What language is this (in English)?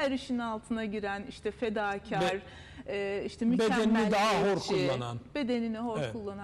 Turkish